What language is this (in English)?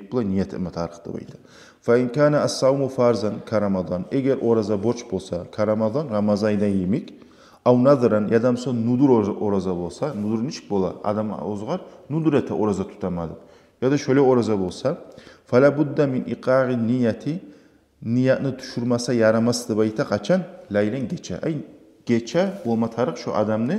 Kumyk